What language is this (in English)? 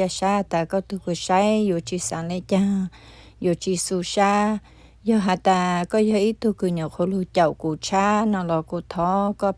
Hmong